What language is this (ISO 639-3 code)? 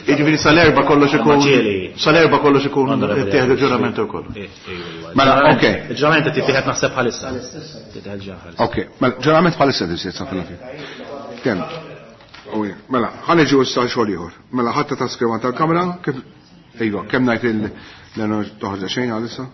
mlt